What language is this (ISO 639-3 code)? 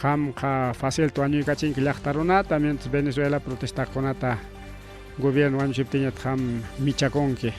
quy